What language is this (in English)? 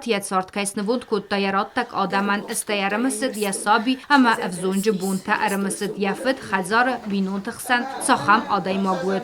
Ossetic